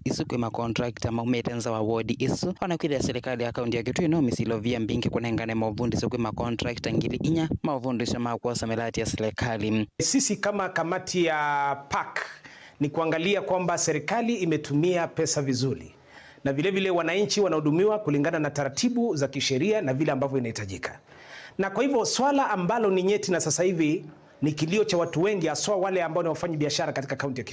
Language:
Kamba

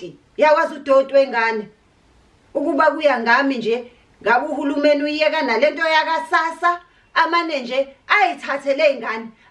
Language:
Zulu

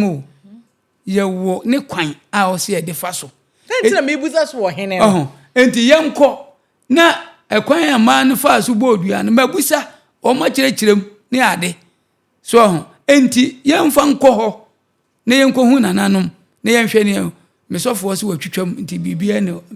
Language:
Akan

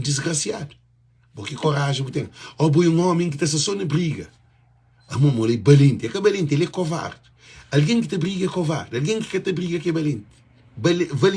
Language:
Kabuverdianu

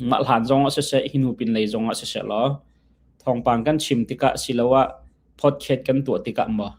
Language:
Hakha Chin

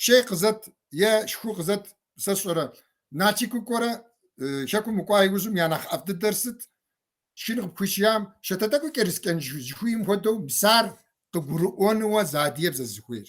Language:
Kabardian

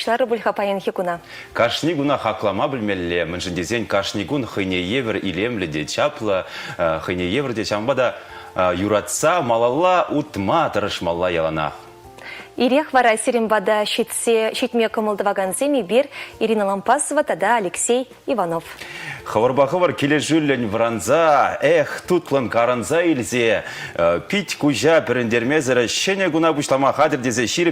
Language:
Chuvash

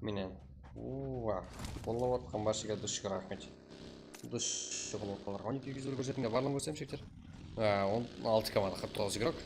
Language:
Kara-Kalpak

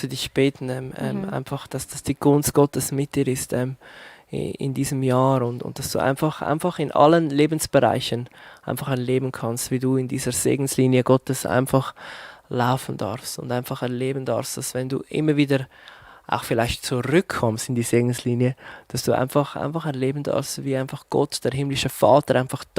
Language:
Swiss German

